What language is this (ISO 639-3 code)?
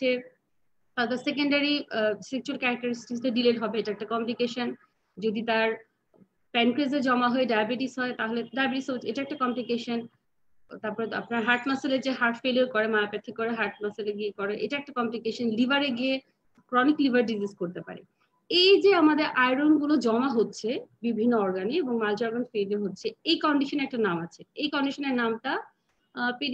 ben